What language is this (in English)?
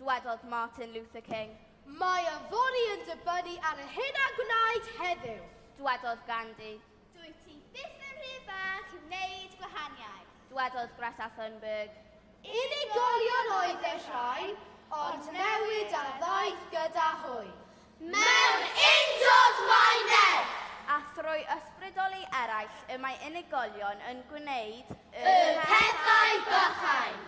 Welsh